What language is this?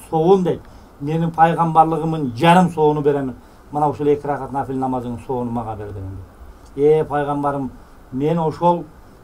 Kyrgyz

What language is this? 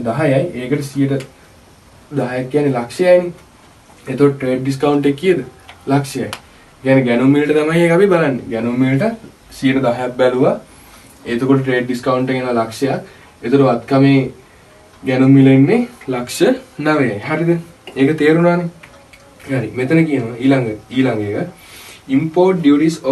Sinhala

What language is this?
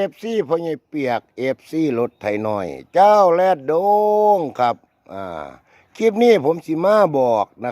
Northeastern Thai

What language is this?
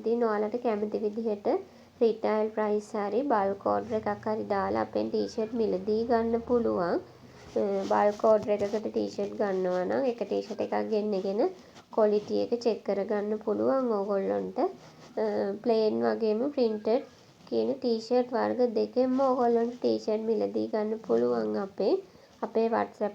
Sinhala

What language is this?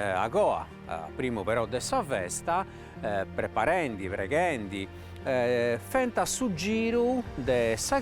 Sardinian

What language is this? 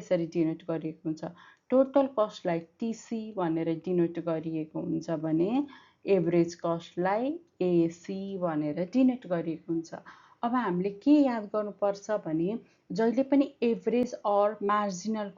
Nepali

